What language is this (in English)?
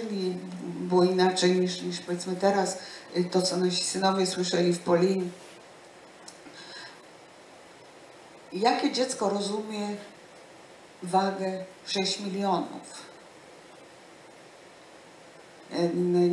Polish